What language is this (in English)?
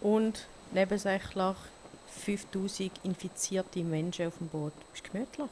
Swiss German